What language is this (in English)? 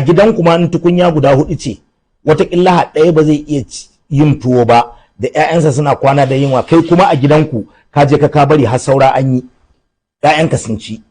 Hausa